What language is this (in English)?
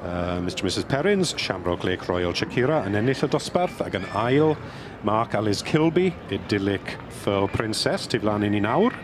Welsh